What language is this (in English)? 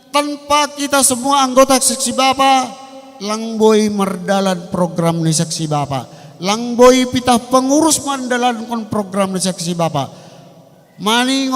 Batak Simalungun